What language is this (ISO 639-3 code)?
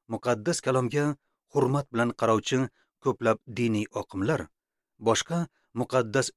uzb